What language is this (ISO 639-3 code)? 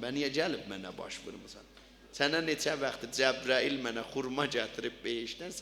azb